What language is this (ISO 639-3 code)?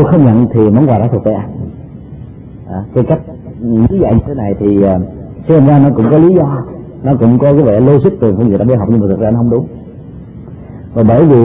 vie